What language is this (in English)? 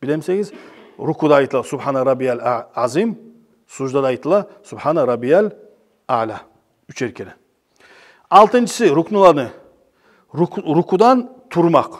Kumyk